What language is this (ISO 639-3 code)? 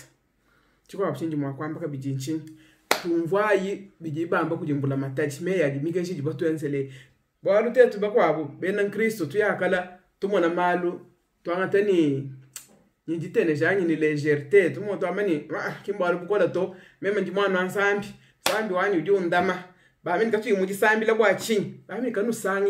lua